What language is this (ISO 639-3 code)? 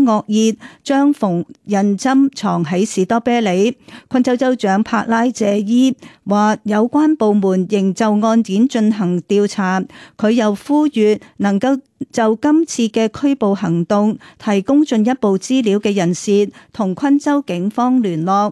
yue